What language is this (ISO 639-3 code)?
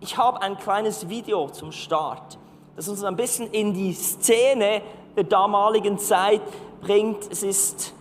gsw